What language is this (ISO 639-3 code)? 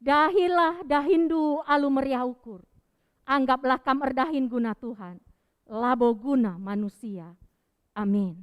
btx